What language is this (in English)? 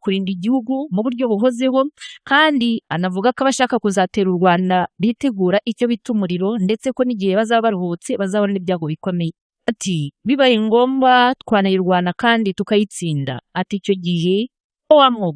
Kinyarwanda